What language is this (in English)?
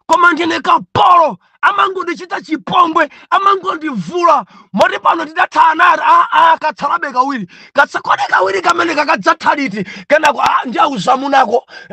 Nyanja